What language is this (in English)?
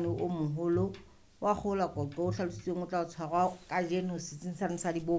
Southern Sotho